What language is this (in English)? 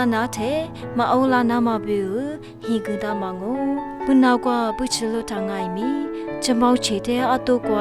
Lisu